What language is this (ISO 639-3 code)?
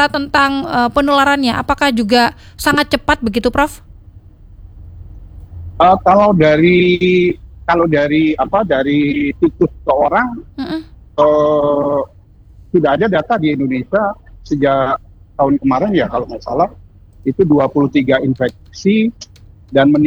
ind